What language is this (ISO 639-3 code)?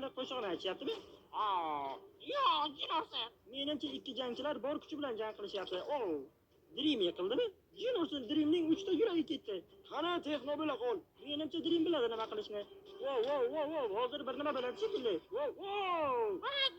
uzb